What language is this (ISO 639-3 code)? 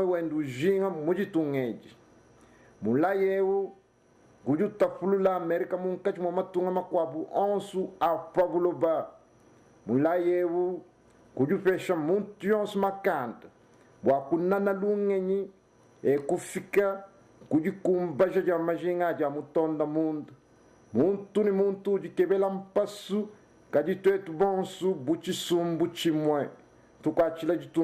lua